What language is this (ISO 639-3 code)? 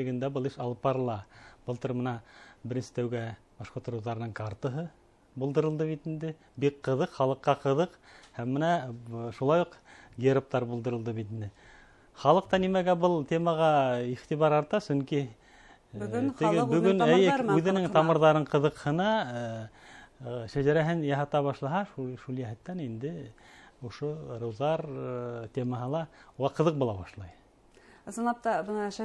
bak